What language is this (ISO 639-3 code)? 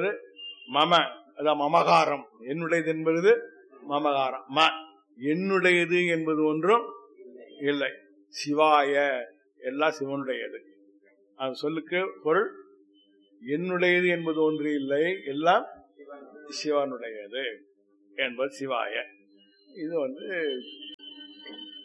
tam